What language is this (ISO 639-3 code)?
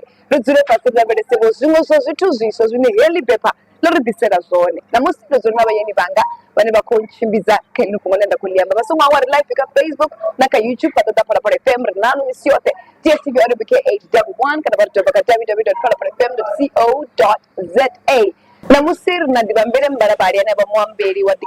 ven